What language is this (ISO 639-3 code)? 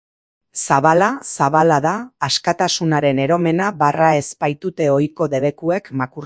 eus